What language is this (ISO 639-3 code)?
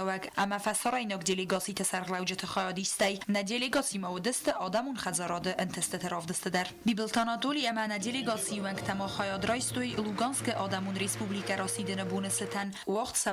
oss